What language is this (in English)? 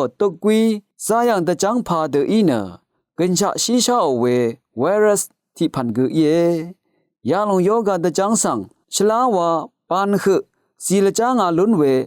Rawang